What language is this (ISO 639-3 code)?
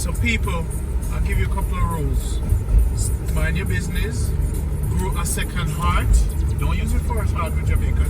jam